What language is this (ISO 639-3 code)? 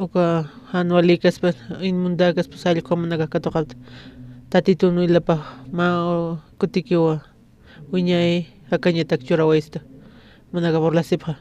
aym